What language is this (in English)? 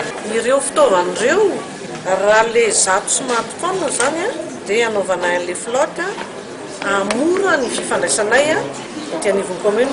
Malagasy